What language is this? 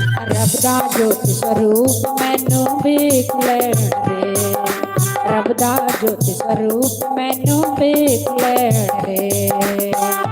Dogri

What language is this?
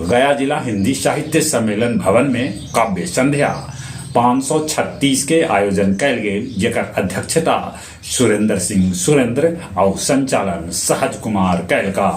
Magahi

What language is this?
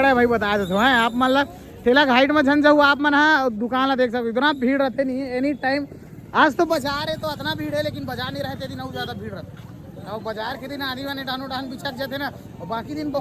Chhattisgarhi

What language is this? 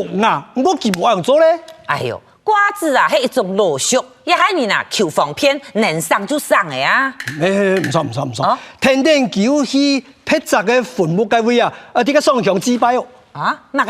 Hakka Chinese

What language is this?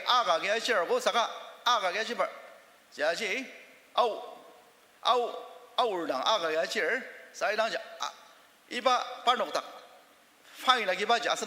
Ao Naga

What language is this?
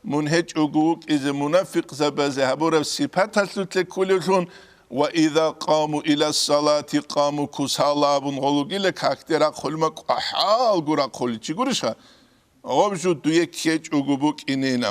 Avaric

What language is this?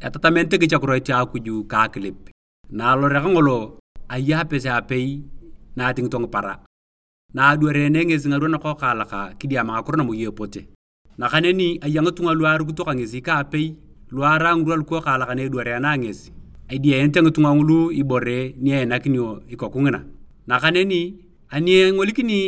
Turkana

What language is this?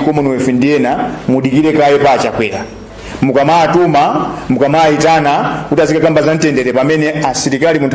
Nyanja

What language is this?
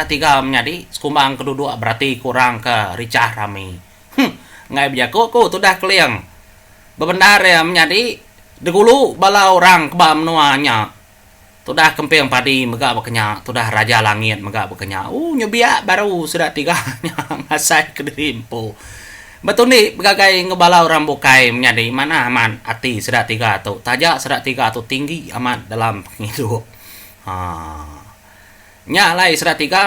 Iban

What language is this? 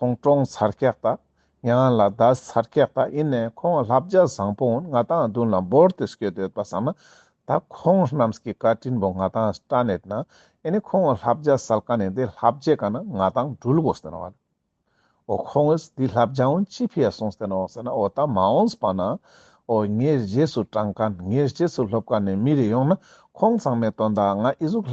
Ladakhi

